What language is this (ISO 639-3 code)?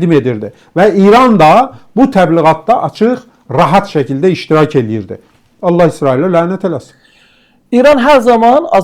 aze